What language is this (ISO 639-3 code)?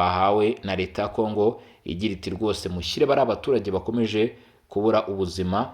kin